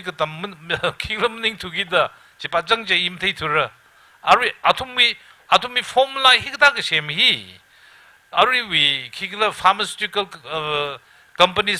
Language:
Tangkhul Naga (India)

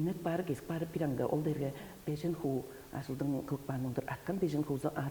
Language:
Tuvinian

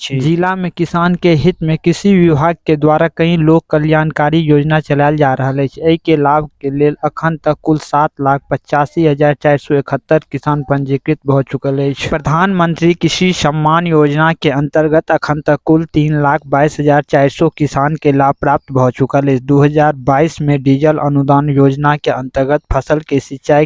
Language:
Maithili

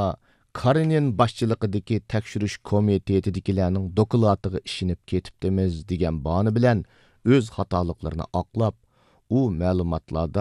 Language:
Uyghur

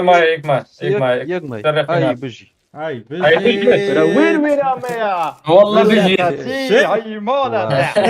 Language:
Kurdish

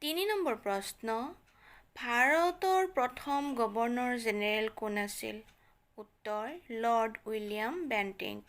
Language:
Assamese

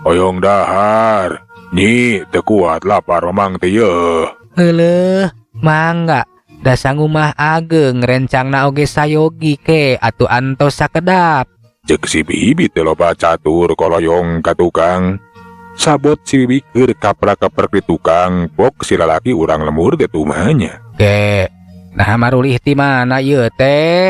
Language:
Sundanese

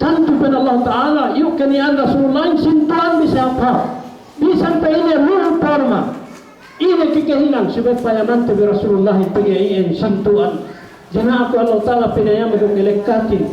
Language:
Yakan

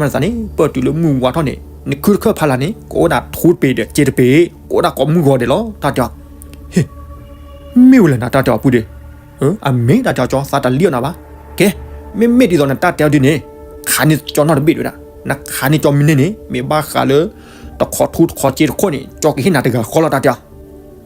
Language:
S'gaw Karen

